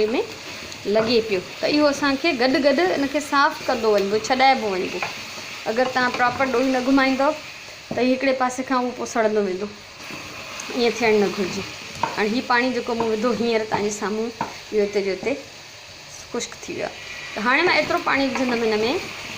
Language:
Sindhi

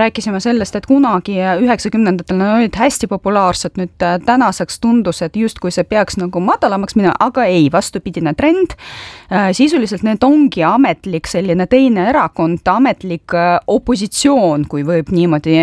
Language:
Estonian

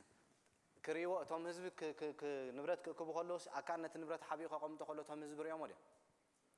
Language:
Tigrinya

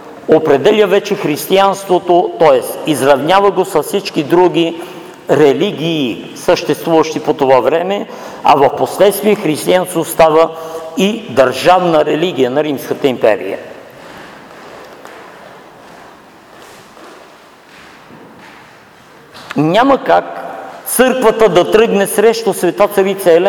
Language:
Bulgarian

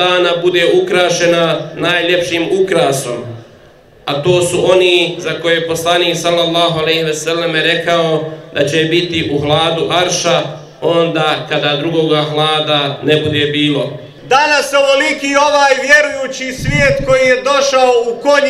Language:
Bosnian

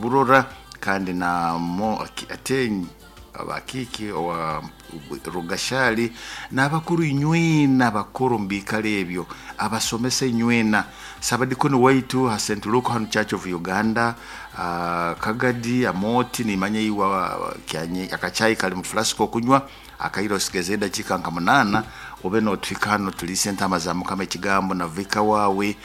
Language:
Nyoro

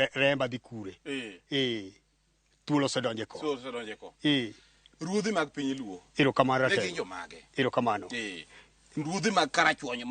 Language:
Luo (Kenya and Tanzania)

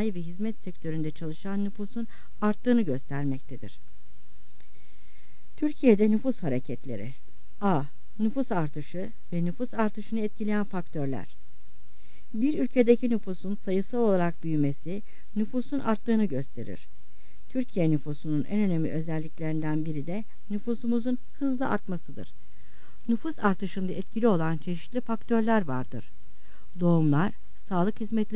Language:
Turkish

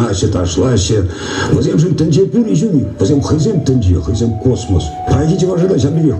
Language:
Chuvash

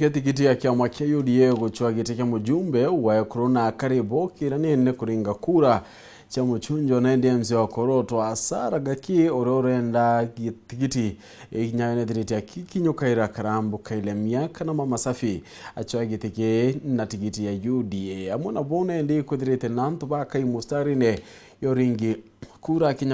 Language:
Meru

